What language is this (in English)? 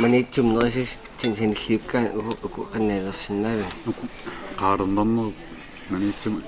Kalaallisut